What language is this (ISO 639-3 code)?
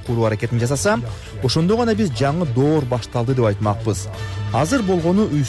kir